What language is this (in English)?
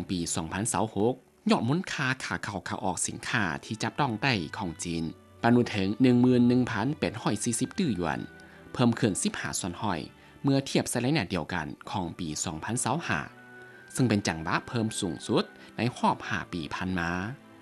Lao